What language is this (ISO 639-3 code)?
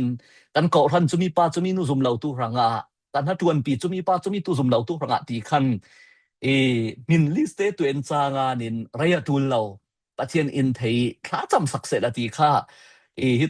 cfm